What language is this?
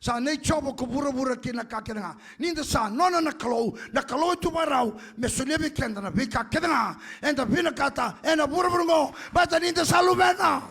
Fijian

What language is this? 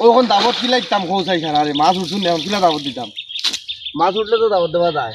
Sylheti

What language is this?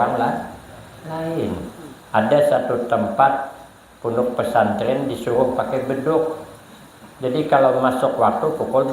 Banjar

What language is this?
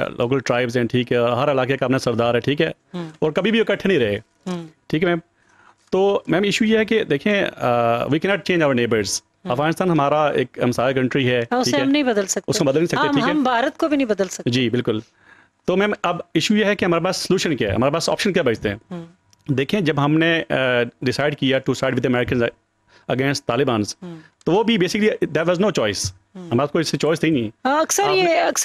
Urdu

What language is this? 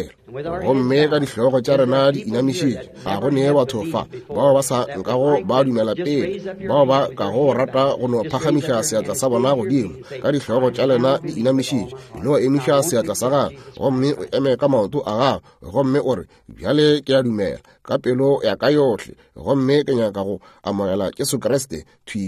Northern Sotho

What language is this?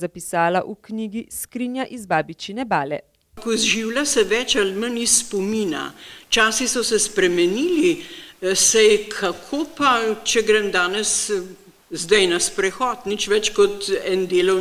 Slovenian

